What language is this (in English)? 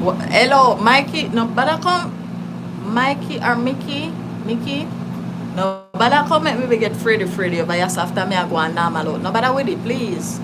Jamaican Creole English